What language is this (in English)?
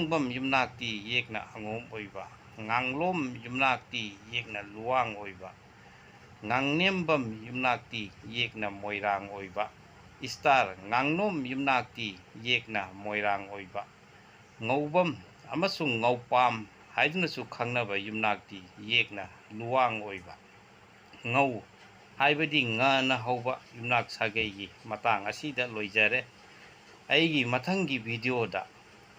Manipuri